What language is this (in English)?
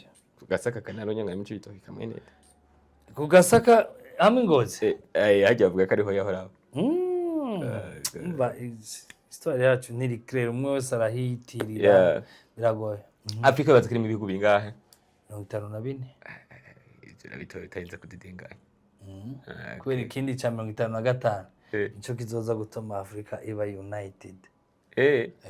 Rundi